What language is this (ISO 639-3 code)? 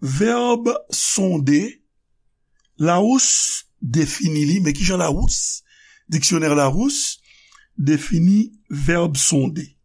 hat